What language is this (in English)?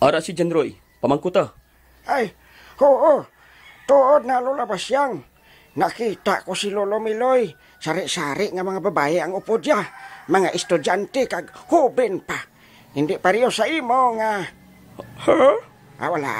Hiligaynon